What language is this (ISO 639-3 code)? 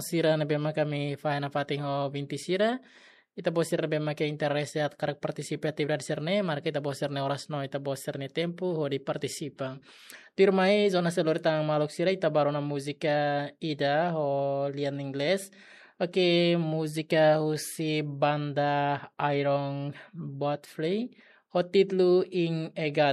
tet